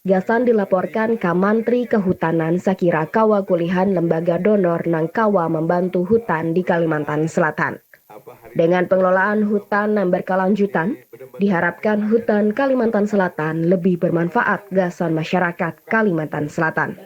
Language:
Banjar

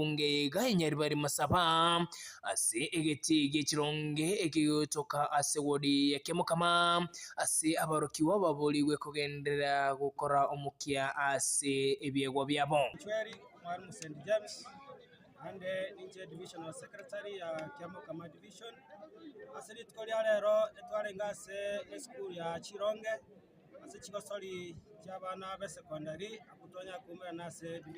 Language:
Gusii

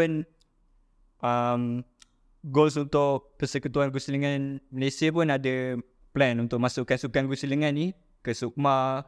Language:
Malay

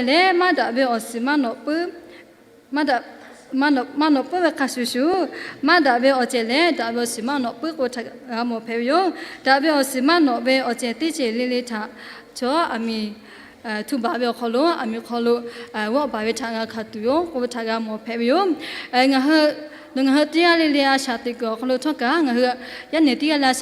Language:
Lahu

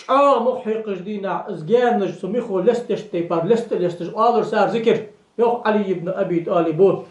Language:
Ingush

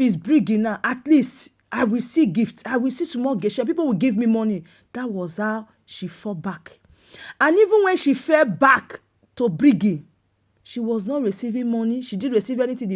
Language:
Nigerian Pidgin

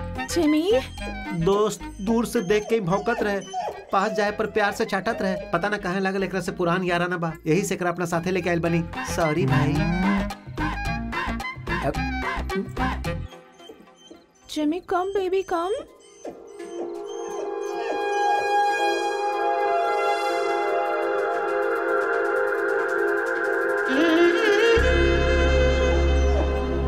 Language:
Bhojpuri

